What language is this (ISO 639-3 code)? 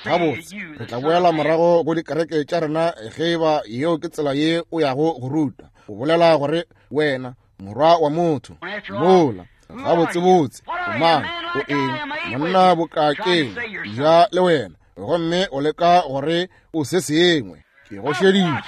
nso